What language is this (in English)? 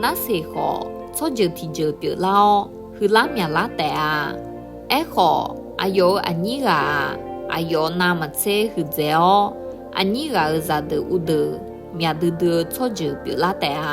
Akha